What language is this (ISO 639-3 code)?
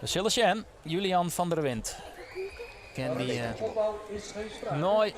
fry